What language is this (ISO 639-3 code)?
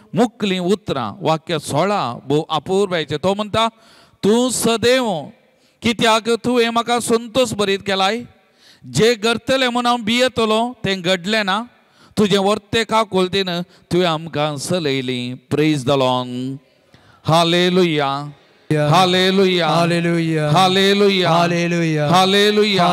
kok